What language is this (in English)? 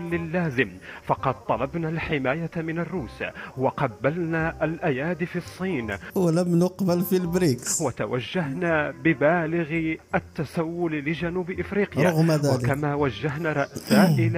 Moroccan Arabic